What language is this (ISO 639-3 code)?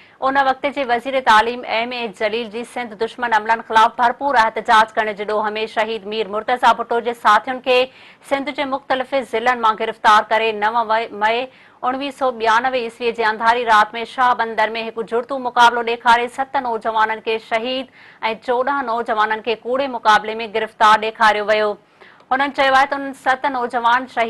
snd